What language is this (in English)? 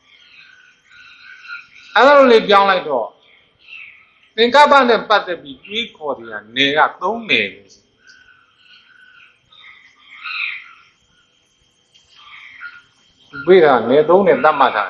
Burmese